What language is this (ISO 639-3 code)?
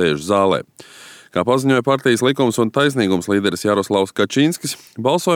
lav